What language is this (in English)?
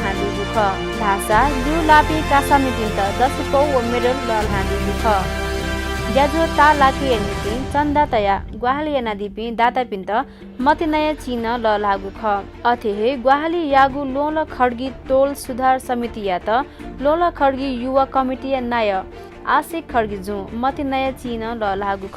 Newari